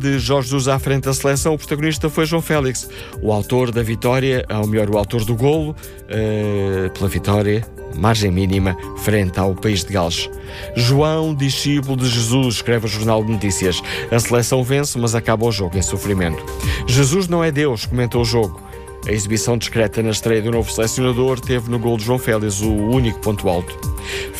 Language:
Portuguese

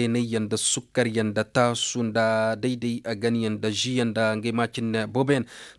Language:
Zarma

